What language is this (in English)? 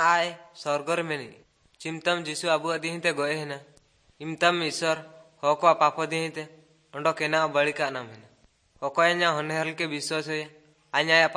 Odia